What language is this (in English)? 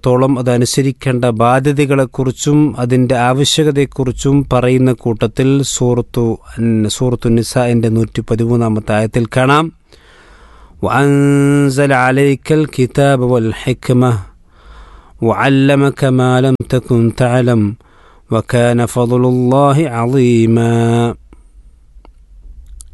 Malayalam